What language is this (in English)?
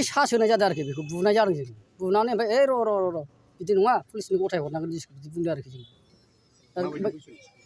Bodo